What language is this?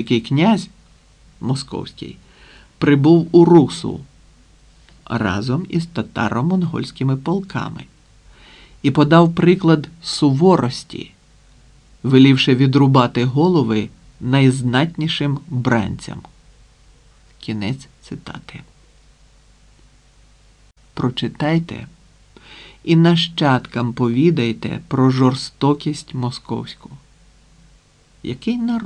Ukrainian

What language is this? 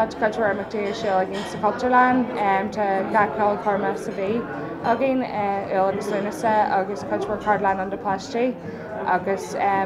Irish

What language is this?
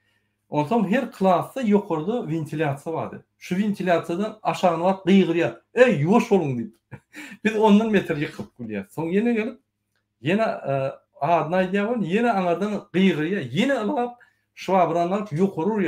Turkmen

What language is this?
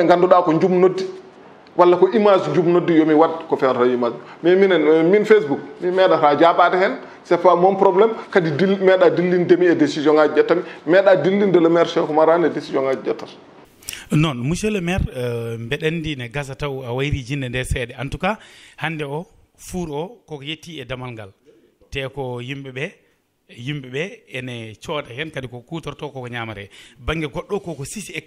Fula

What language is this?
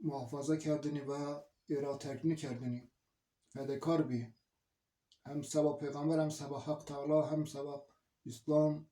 Zaza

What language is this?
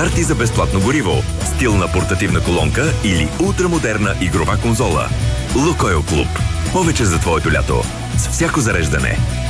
Bulgarian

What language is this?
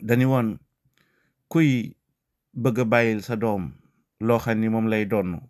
Wolof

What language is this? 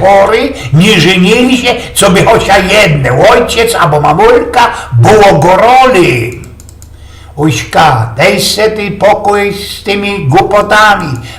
Silesian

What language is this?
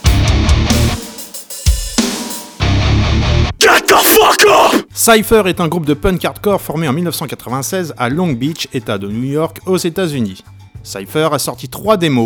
French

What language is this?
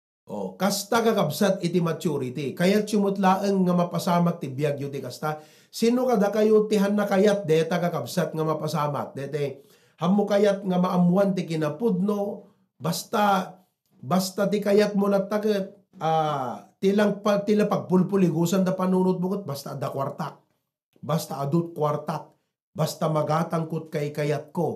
Iloko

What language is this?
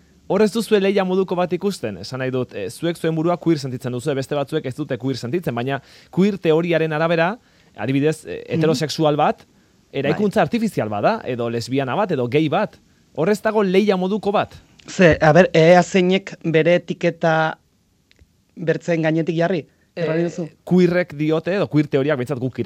Basque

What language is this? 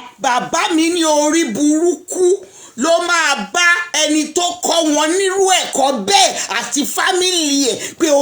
Yoruba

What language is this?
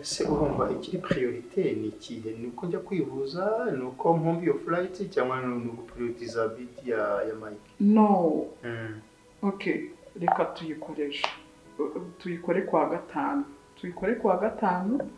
Kinyarwanda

